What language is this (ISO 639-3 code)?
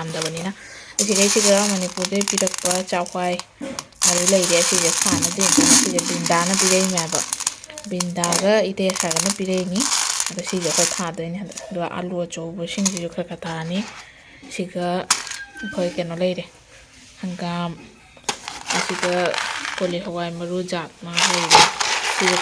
mni